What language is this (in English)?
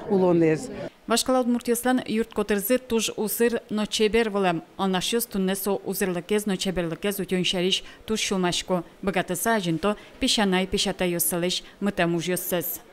Udmurt